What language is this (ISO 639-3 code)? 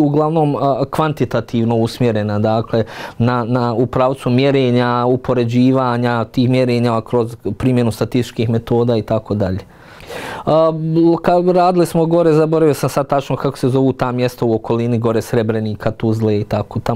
bos